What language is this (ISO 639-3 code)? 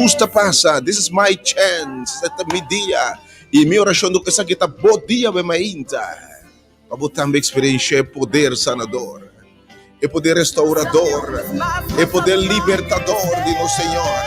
pap